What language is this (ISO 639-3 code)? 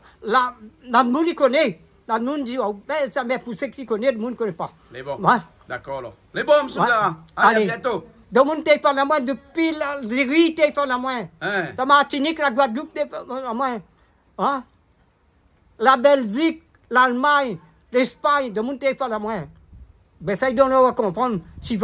rcf